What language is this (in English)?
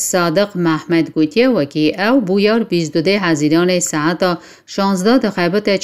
Kurdish